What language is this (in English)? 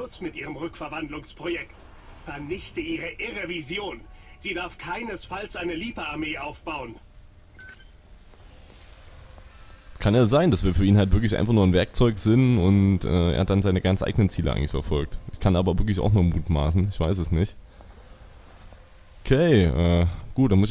German